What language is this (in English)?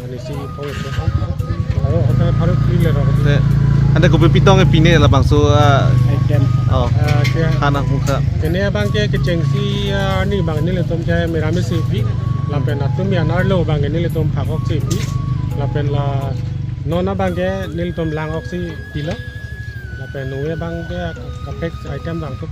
Karbi